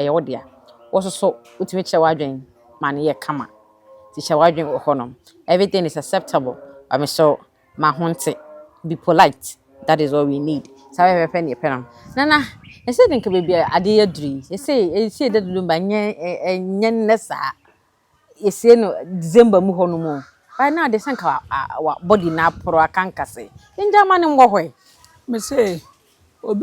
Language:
Akan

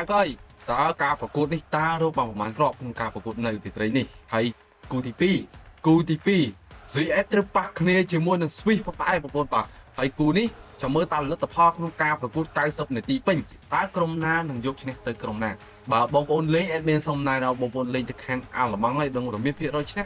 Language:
Khmer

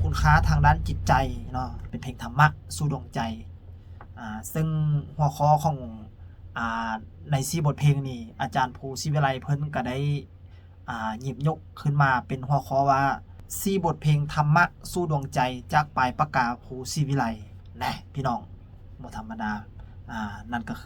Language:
Lao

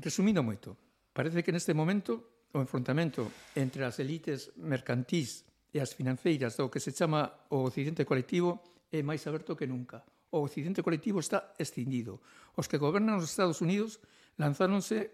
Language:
Galician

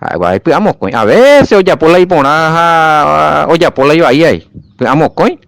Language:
Guarani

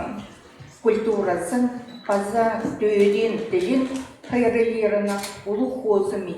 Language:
Khakas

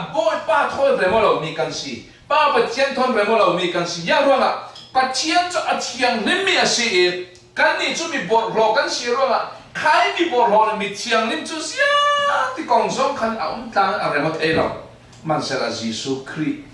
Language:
Falam Chin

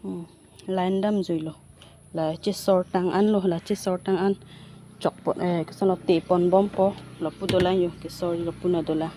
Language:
Karbi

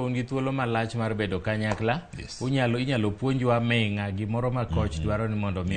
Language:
Luo (Kenya and Tanzania)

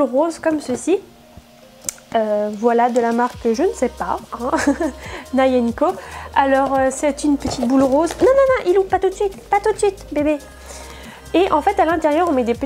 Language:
French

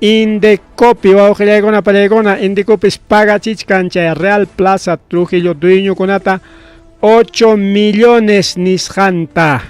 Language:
Ayacucho Quechua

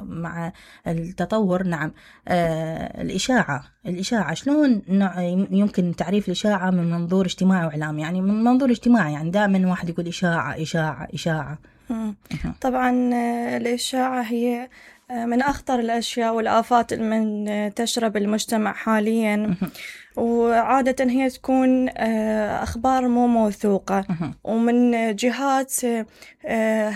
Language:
Mesopotamian Arabic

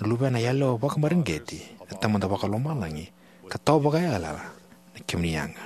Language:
Fijian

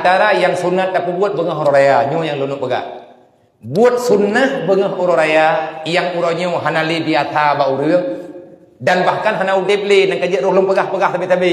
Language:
Achinese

